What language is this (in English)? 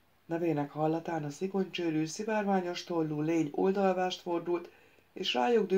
Hungarian